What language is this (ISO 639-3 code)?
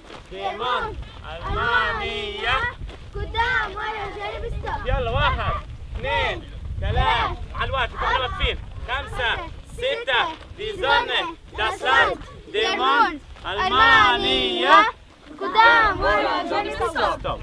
ajp